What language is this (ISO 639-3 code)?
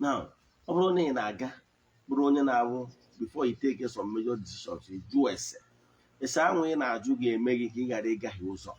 ibo